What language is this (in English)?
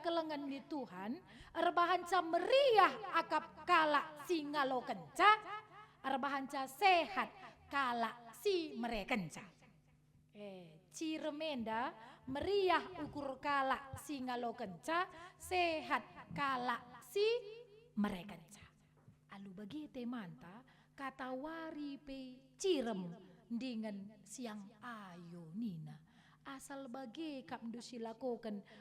Batak Karo